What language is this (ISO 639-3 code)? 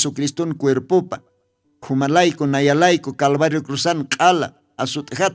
aym